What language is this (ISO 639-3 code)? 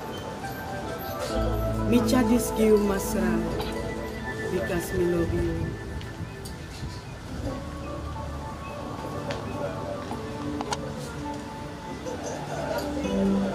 nld